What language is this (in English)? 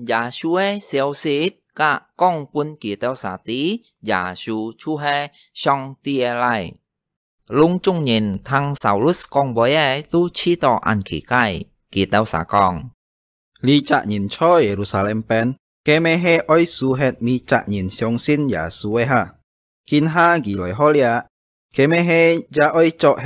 Hakka Chinese